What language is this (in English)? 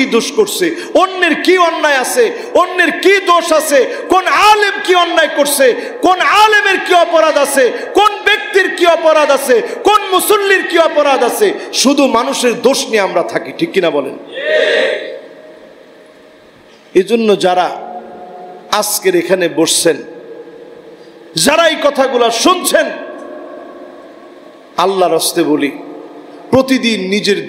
Bangla